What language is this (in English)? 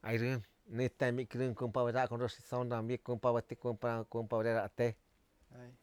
Latvian